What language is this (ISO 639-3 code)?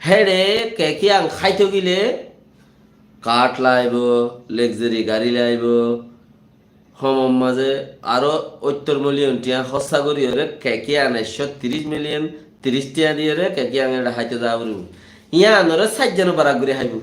rhg